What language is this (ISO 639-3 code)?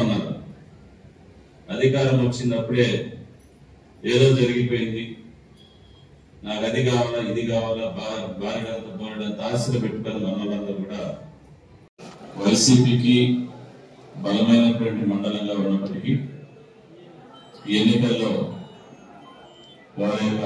tel